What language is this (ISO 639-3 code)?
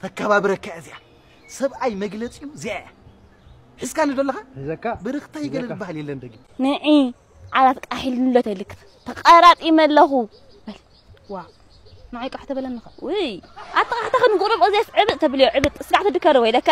tir